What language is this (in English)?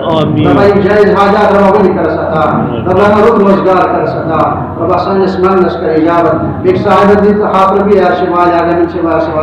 Kashmiri